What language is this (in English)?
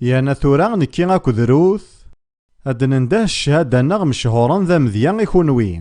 Kabyle